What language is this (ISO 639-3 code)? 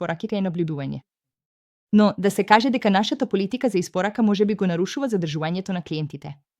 mkd